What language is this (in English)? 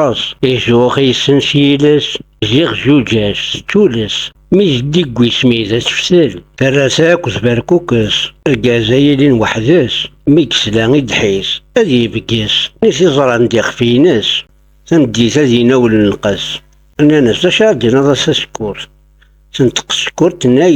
Kabyle